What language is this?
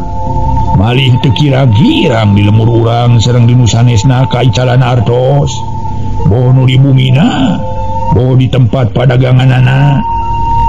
Sundanese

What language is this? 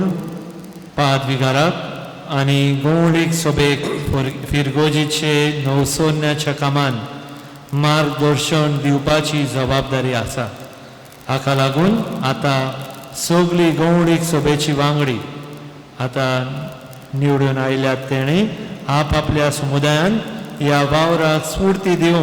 Konkani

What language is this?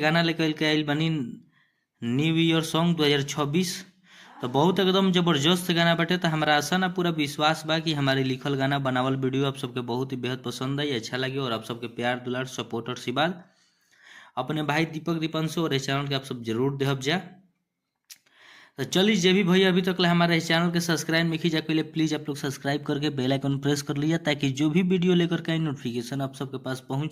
Bhojpuri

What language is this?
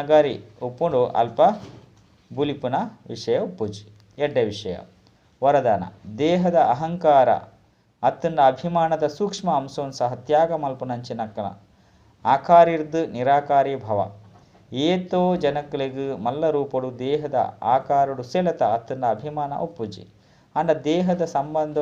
Tulu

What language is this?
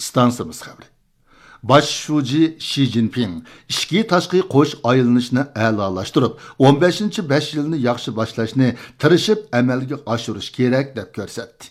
Uyghur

